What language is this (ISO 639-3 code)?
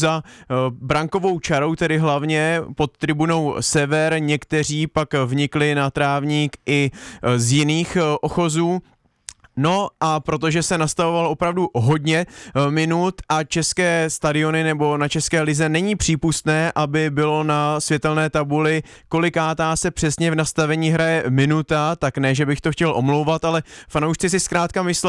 ces